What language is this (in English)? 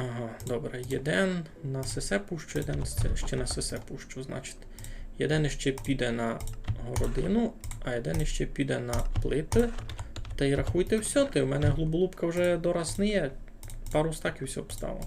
Rusyn